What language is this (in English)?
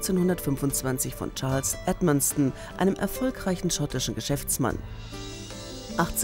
German